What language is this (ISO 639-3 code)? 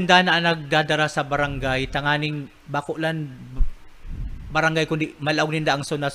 bik